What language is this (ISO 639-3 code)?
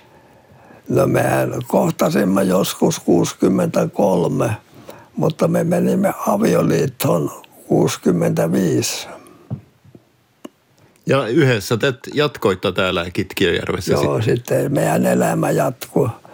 fin